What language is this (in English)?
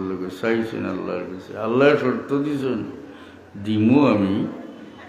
Sylheti